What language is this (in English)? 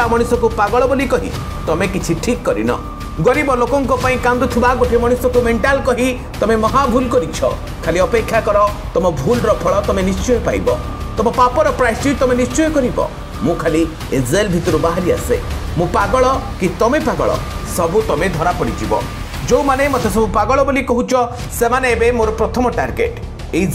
Odia